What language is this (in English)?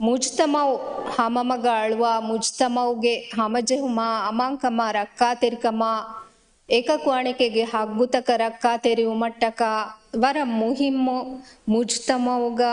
Divehi